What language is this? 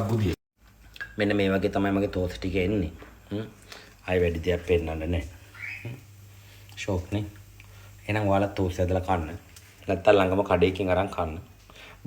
Sinhala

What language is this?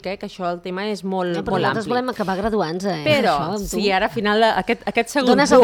Catalan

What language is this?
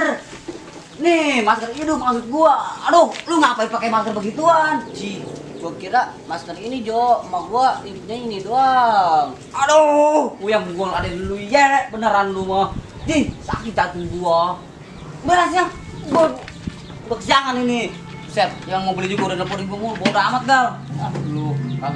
Betawi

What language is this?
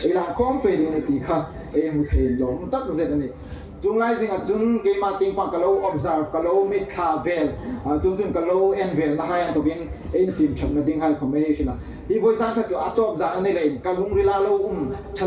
Hmar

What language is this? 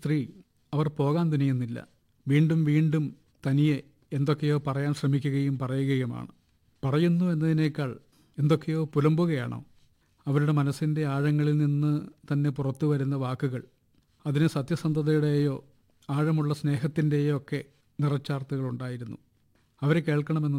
Malayalam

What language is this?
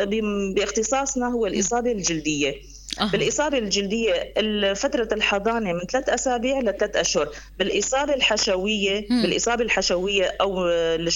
North Levantine Arabic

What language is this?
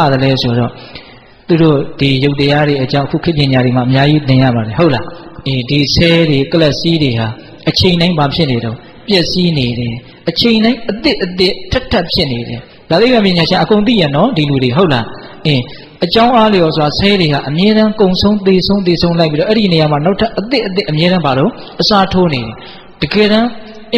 Burmese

